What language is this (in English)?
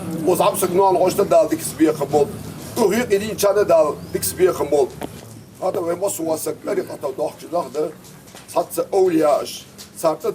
Ingush